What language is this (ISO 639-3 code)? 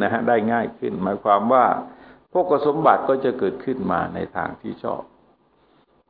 tha